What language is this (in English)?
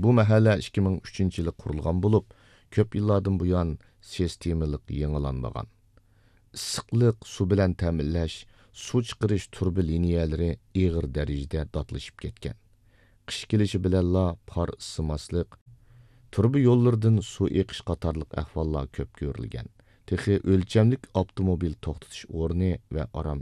Uyghur